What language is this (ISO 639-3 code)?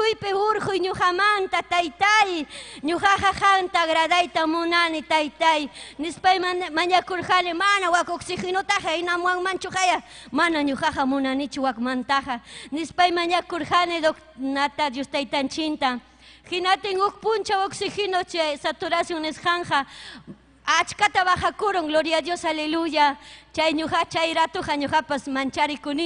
quy